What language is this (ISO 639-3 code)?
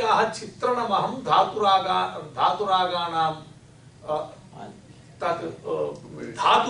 san